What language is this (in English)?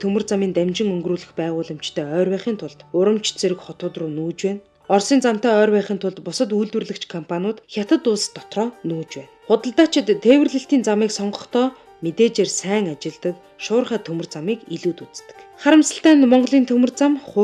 Mongolian